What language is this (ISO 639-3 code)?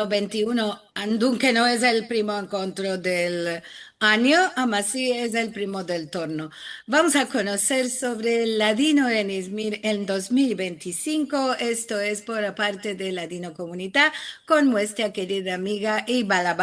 lad